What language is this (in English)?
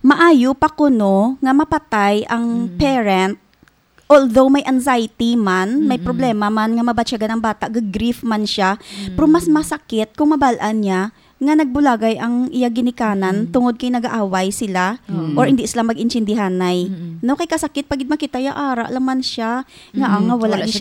Hiligaynon